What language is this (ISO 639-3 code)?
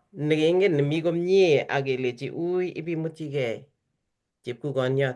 kln